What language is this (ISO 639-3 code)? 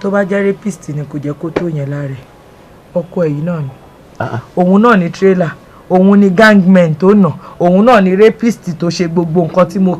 yor